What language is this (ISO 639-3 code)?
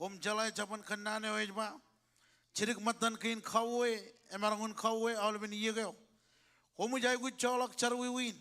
mah